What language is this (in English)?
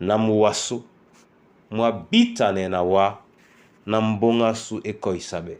Duala